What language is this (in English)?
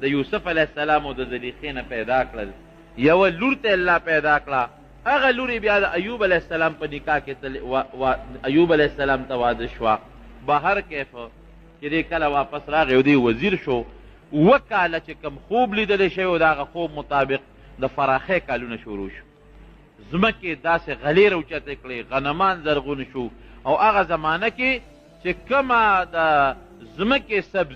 Pashto